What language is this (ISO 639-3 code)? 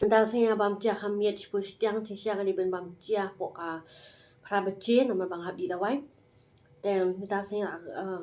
kha